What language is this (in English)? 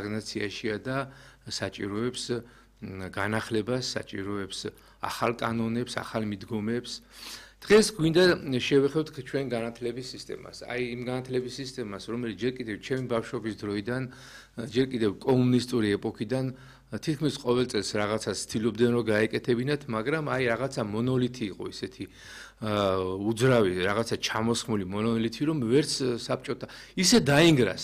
Georgian